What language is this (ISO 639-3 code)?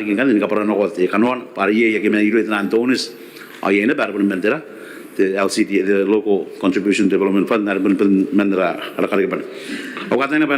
gil